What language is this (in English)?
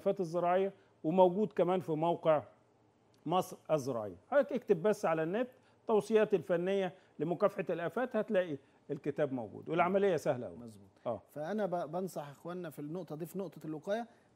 Egyptian Arabic